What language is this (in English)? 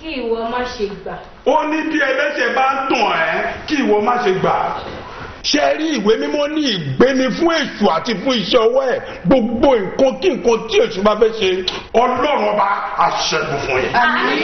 Yoruba